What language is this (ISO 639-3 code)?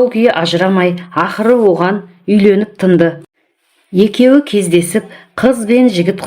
kaz